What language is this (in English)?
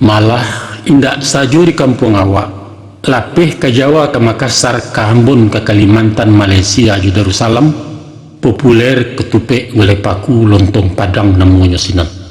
Minangkabau